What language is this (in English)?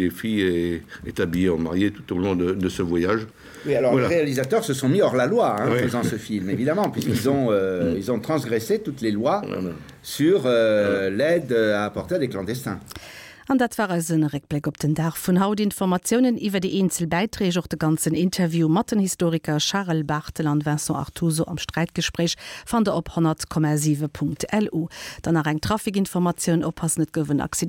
Luxembourgish